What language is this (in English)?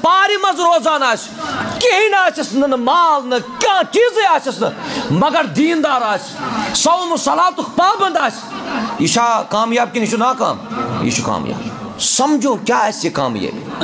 Kashmiri